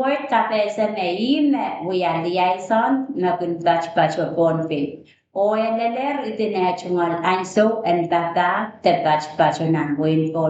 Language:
Pohnpeian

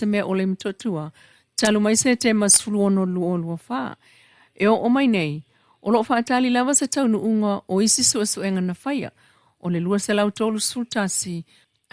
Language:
Samoan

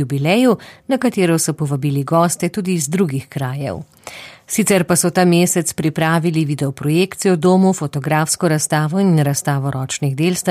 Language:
Slovenian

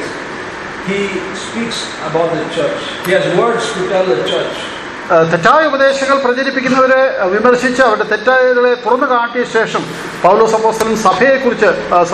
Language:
Malayalam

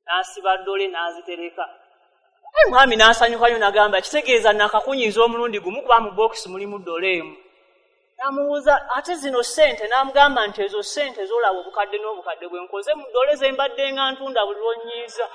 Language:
Ganda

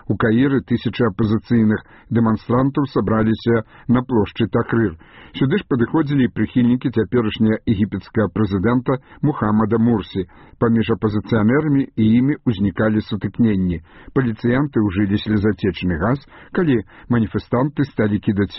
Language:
Belarusian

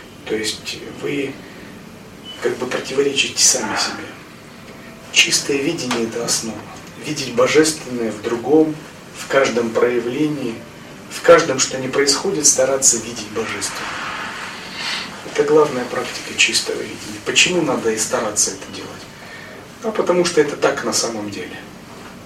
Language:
Russian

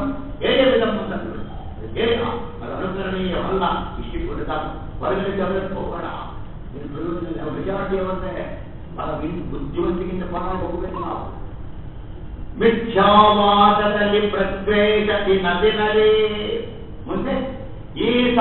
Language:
Kannada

